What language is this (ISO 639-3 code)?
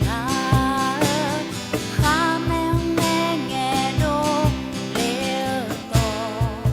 ahk